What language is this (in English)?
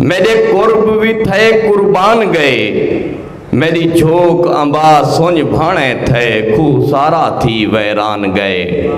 Saraiki